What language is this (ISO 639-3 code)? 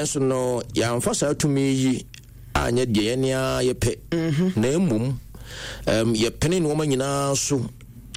aka